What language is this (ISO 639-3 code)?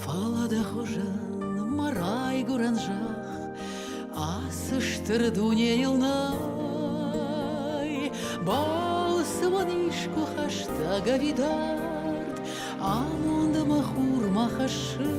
oss